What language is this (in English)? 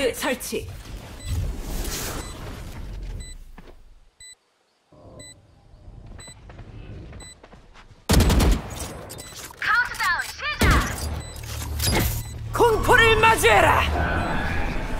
Korean